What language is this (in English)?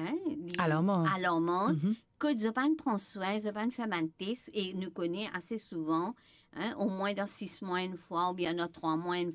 Morisyen